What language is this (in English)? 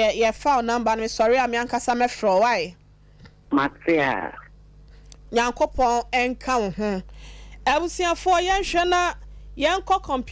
Akan